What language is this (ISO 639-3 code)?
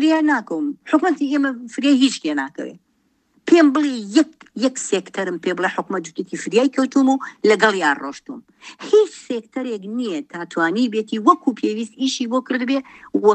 ckb